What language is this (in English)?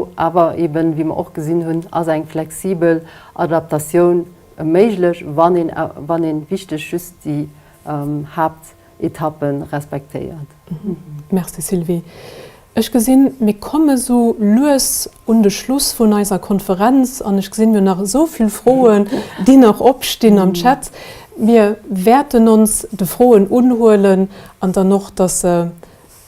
Luxembourgish